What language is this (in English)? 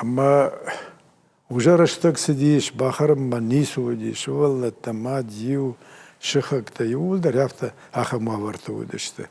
Ossetic